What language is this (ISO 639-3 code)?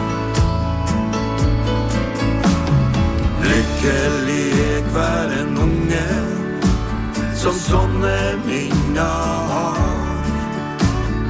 nor